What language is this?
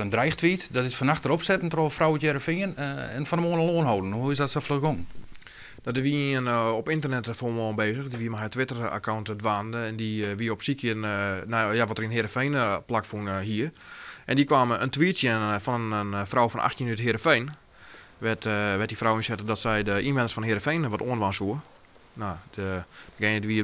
Western Frisian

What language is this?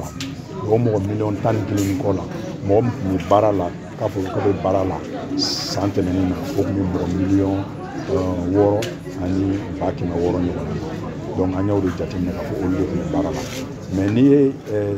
Bambara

